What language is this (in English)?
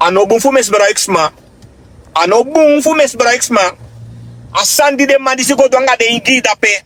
Sranan Tongo